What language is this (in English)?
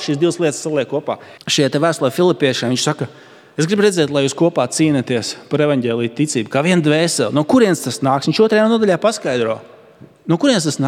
Latvian